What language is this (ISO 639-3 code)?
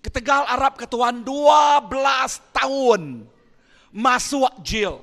iba